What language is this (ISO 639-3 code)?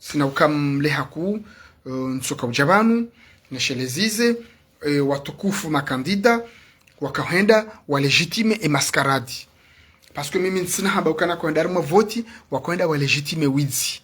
zdj